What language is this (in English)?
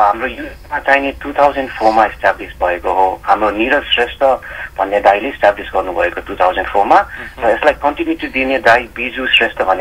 Nepali